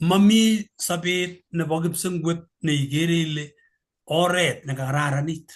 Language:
Kalenjin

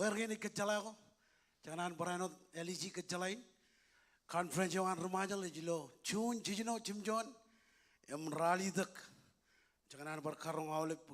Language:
Marshallese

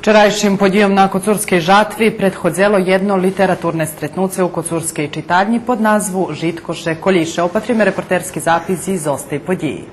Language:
Rusyn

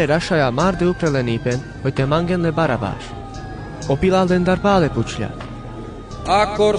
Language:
Carpathian Romani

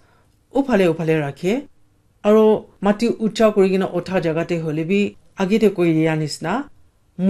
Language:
Naga Pidgin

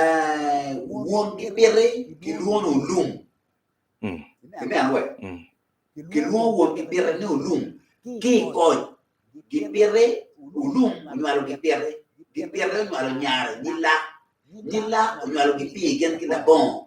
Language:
Acoli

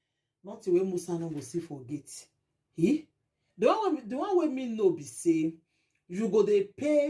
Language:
Nigerian Pidgin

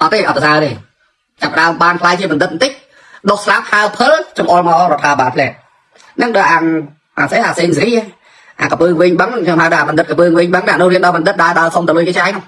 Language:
Khmer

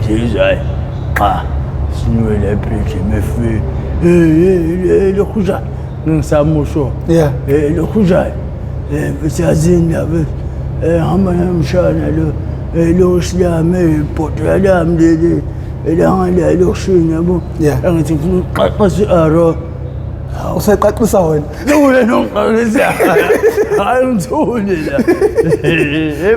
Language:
Zulu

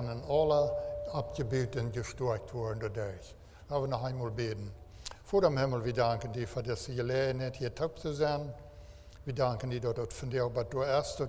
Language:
Plautdietsch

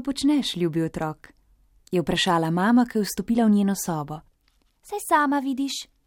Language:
Slovenian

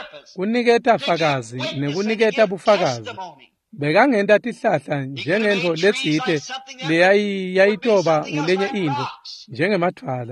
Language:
Swati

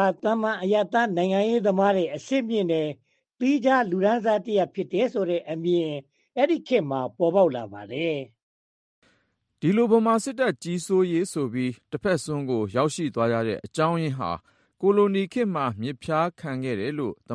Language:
Burmese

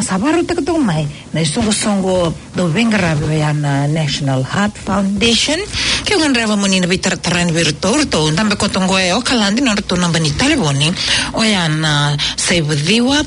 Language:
Fijian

